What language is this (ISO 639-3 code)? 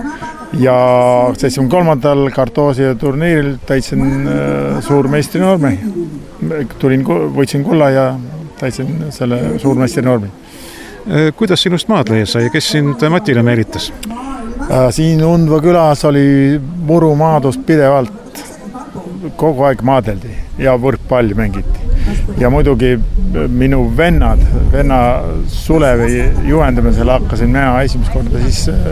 est